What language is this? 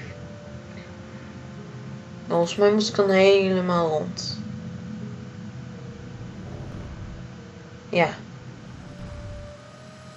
Dutch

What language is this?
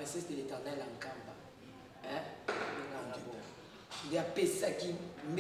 Lingala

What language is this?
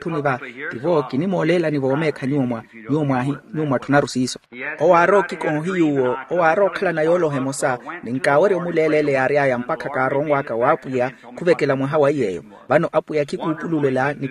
Makhuwa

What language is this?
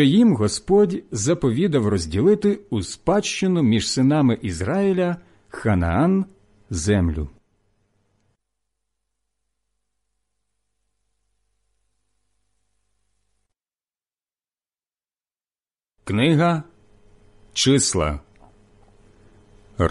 Ukrainian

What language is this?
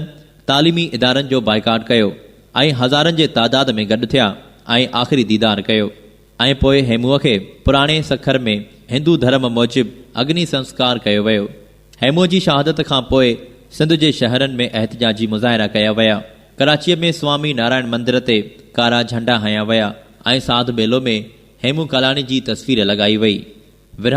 Sindhi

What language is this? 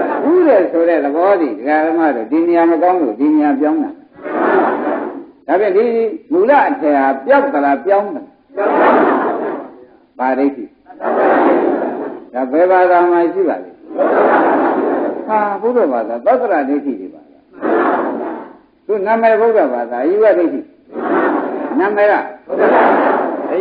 Burmese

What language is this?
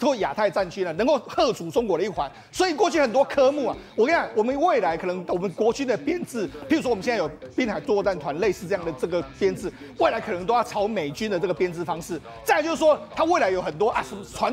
Chinese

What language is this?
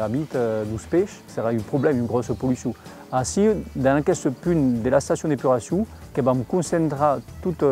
Occitan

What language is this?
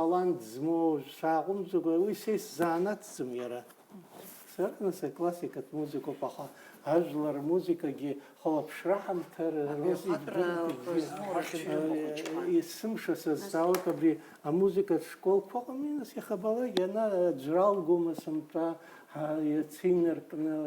Abkhazian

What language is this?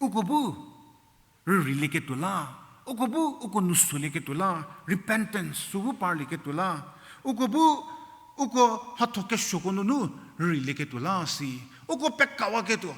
Angami Naga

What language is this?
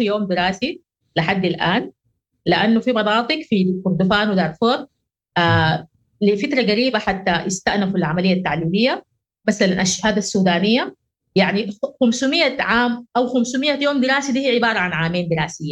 Sudanese Arabic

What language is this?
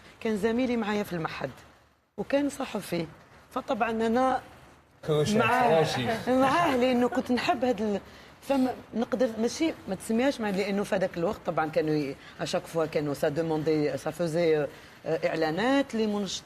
Algerian Arabic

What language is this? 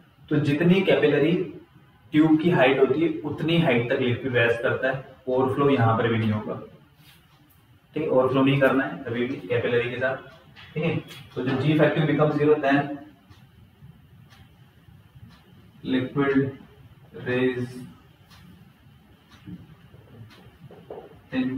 Hindi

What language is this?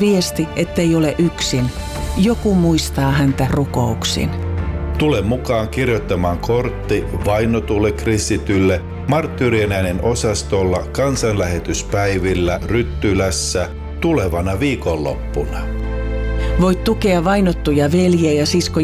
Finnish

